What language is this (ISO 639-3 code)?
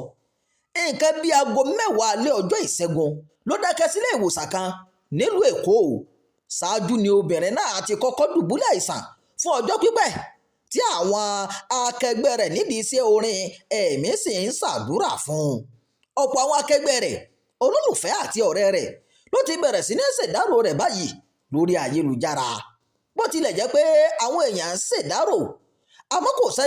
yor